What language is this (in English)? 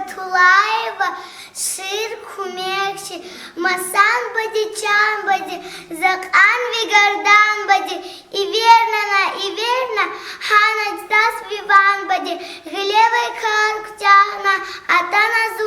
Lezghian